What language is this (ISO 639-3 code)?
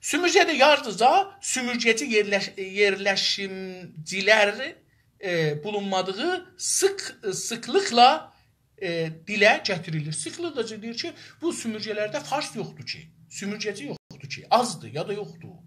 azb